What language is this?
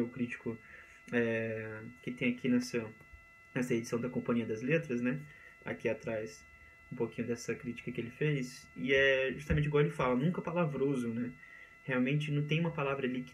Portuguese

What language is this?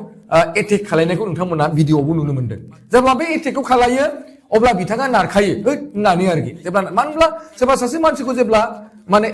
Bodo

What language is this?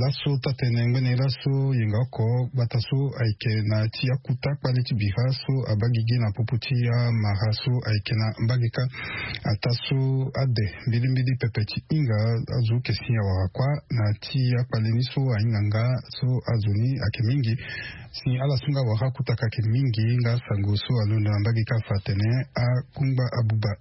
Sango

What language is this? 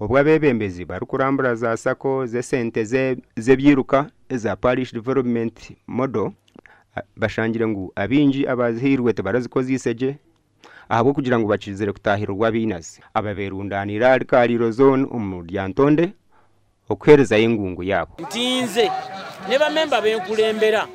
Nyankole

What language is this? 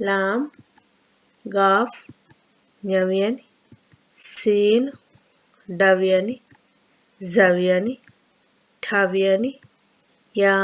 Divehi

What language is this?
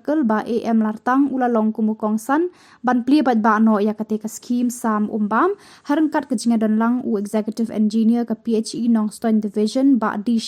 Khasi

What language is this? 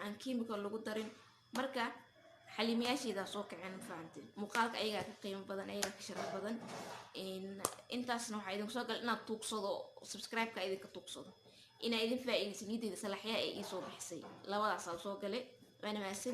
Somali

